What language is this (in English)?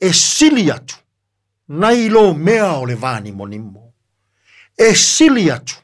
Samoan